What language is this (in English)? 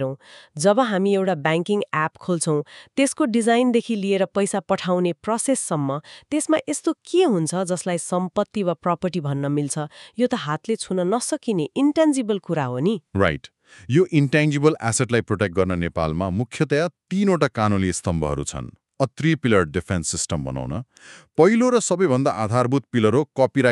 Nepali